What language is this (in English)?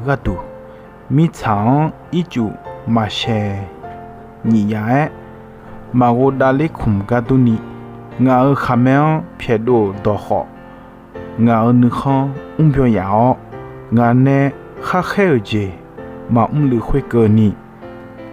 Akha